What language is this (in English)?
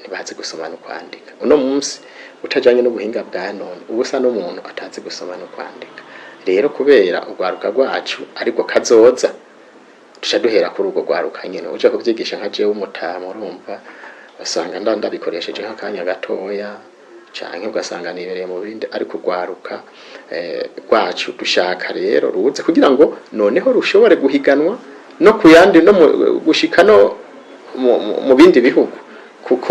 Rundi